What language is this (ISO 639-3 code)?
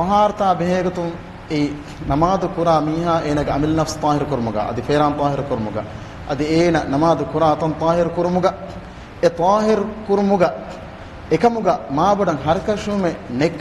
div